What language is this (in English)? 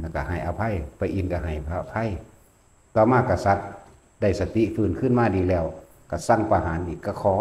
Northeastern Thai